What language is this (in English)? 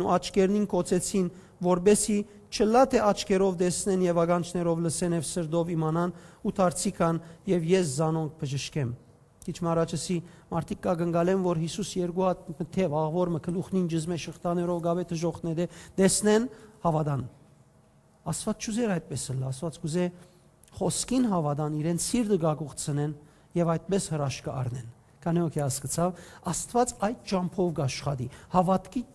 Western Armenian